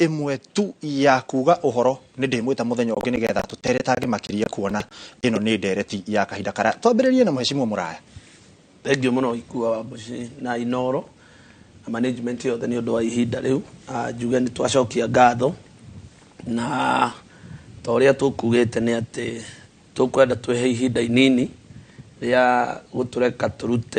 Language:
Kikuyu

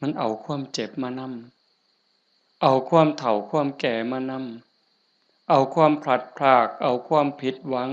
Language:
Northeastern Thai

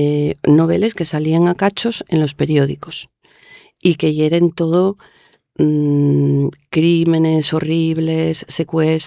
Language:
Asturian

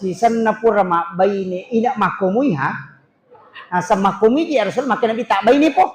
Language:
Buginese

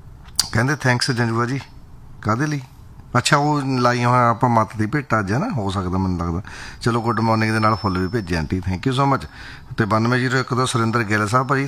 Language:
Punjabi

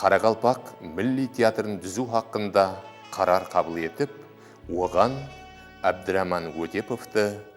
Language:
Kara-Kalpak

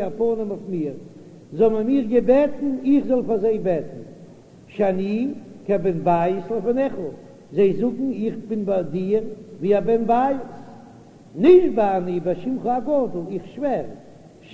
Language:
Yiddish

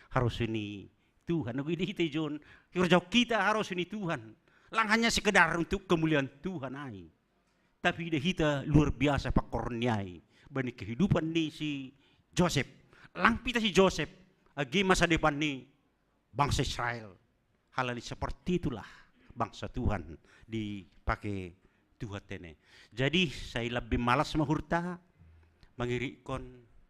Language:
Batak Simalungun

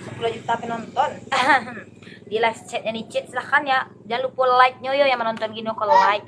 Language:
Minangkabau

